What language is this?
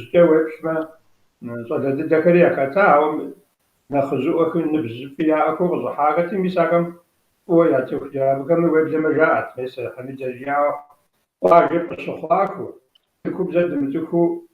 Kabardian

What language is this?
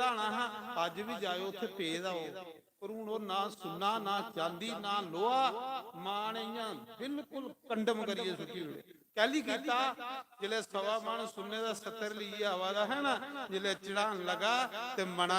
Dogri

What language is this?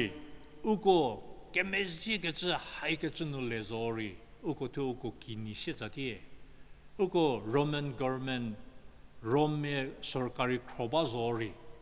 Angami Naga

